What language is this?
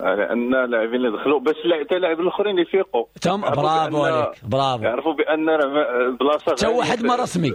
Moroccan Arabic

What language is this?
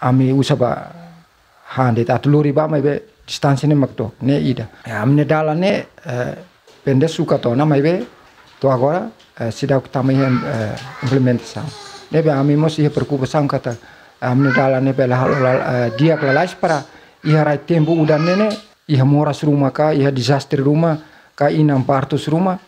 Tetum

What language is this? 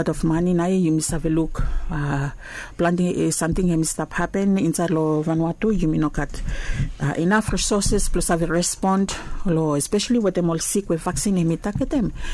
Bislama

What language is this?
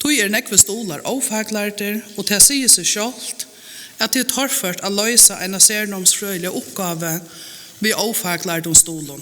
Faroese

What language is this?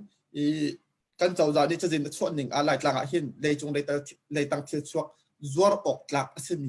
Hakha Chin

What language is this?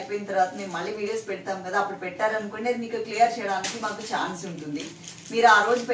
Telugu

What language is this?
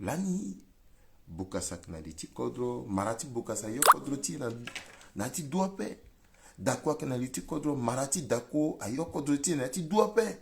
Sango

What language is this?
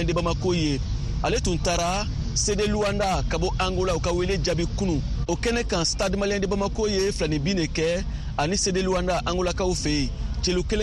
Bambara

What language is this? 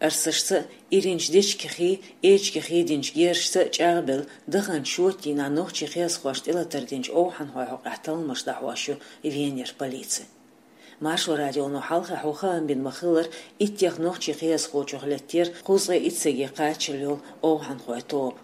Chechen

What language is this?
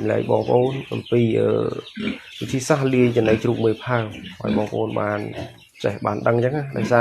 Khmer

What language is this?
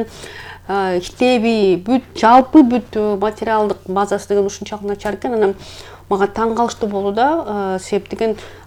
Kyrgyz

